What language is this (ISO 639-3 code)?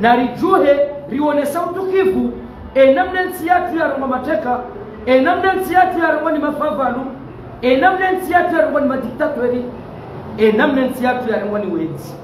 zdj